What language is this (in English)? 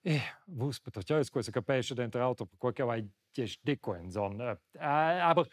Romansh